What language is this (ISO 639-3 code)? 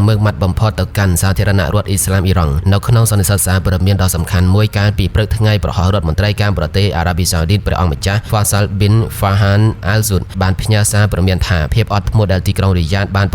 khm